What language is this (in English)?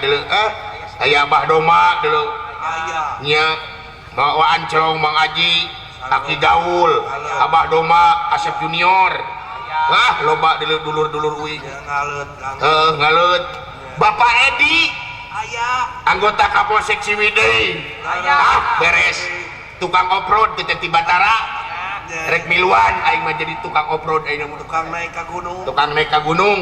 Sundanese